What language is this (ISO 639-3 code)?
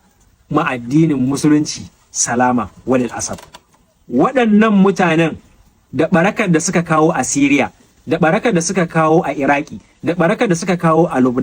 hau